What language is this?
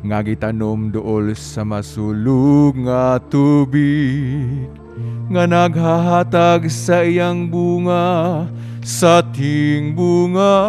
Cebuano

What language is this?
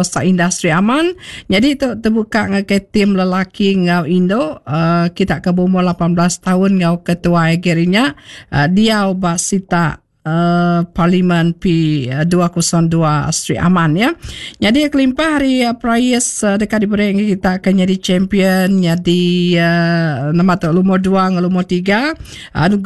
Iban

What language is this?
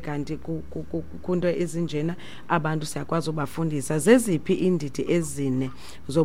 Xhosa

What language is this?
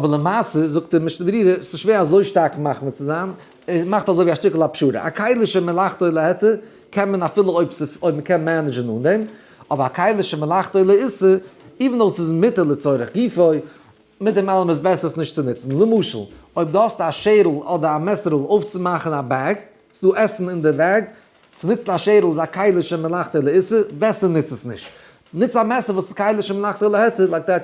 Yiddish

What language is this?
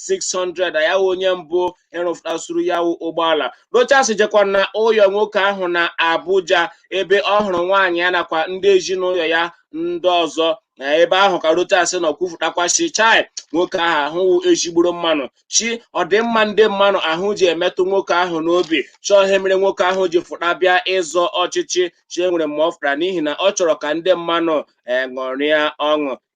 Igbo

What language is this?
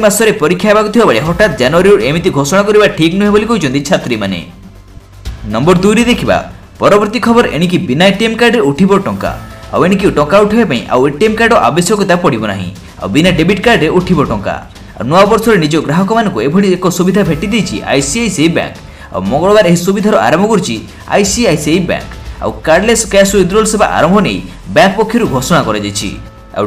Odia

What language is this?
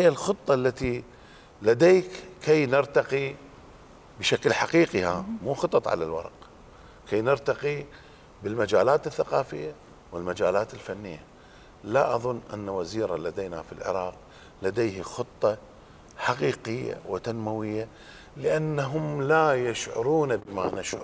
Mesopotamian Arabic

